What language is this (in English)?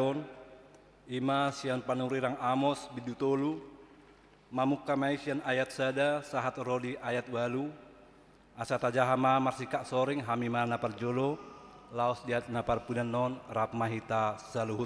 Batak Toba